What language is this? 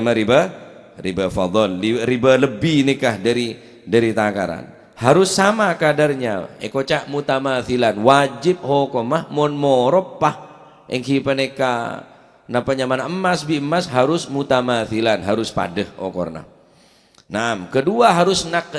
Madurese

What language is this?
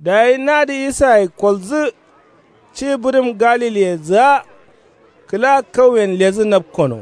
Kanuri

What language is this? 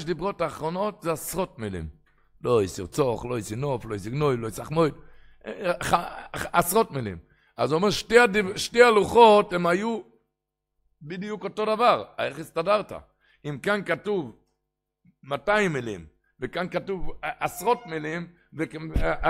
Hebrew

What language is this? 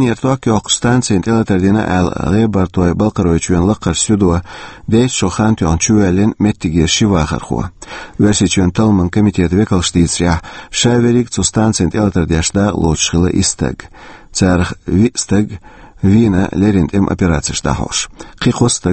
Chechen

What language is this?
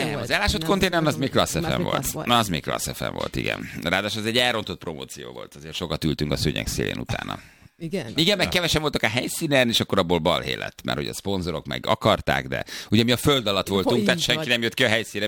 Hungarian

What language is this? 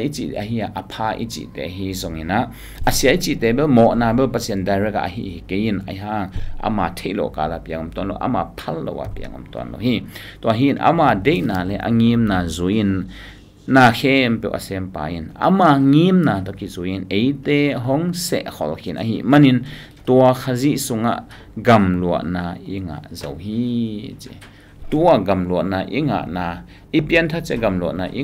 Tedim Chin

